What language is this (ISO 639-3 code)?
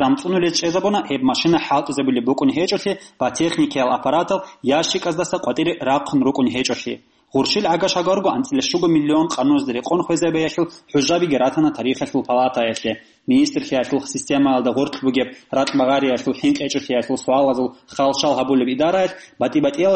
ava